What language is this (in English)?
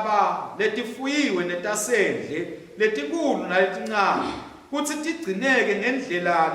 Swati